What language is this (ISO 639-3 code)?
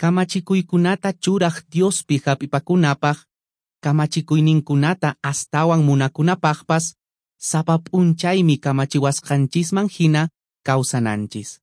que